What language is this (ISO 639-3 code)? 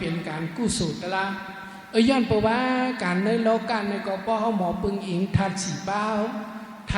shn